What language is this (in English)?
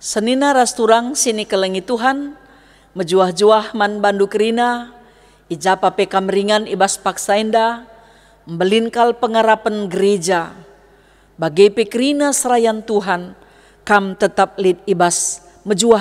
Batak Karo